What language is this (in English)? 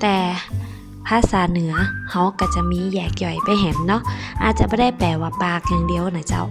Northern Thai